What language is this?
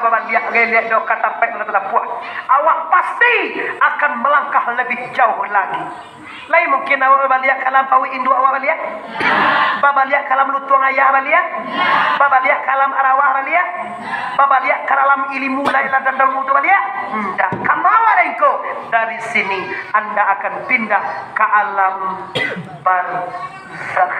Minangkabau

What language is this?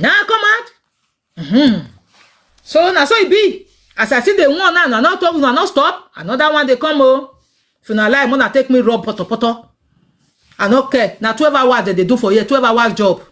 Nigerian Pidgin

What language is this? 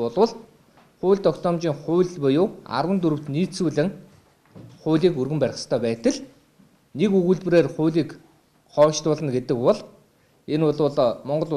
Mongolian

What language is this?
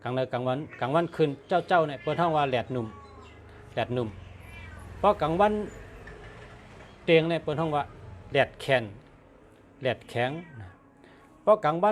Shan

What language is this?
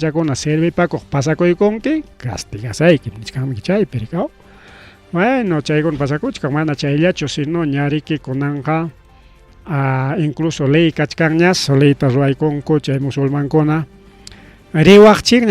Ayacucho Quechua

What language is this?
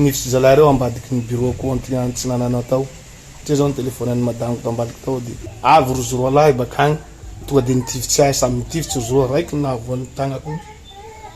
Malagasy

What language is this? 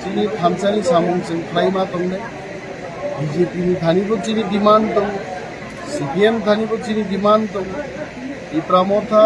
Kok Borok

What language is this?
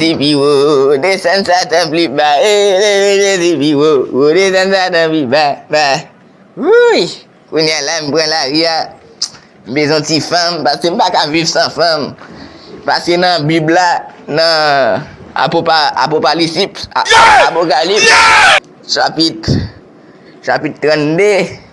Haitian Creole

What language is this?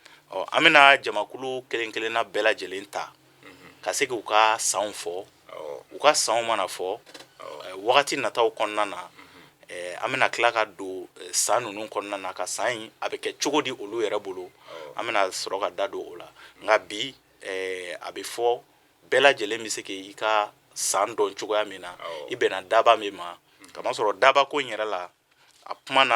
Bambara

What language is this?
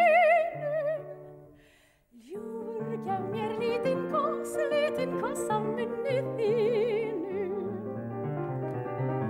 Icelandic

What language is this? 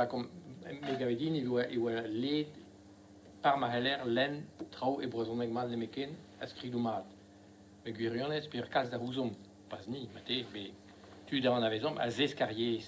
Breton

